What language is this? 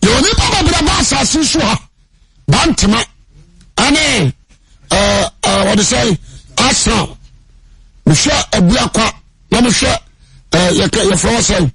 Akan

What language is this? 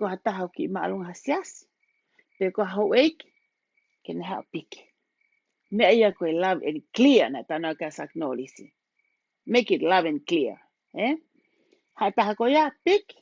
Tongan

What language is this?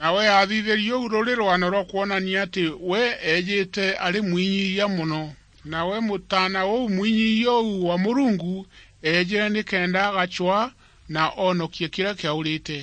Meru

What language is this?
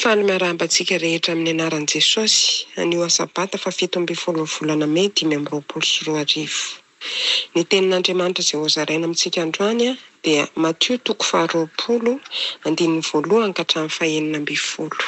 Malagasy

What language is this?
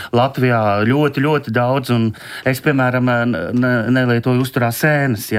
Latvian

